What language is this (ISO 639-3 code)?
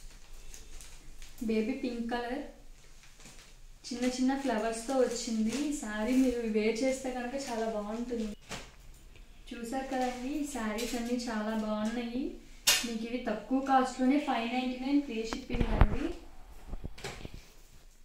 tel